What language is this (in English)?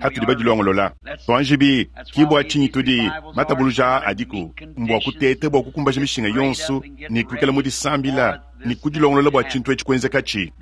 Luba-Lulua